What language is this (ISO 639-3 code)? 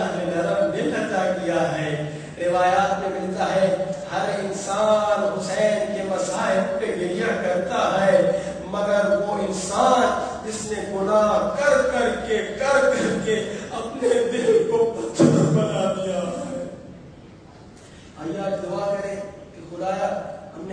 urd